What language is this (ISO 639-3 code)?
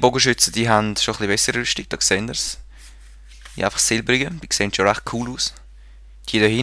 gsw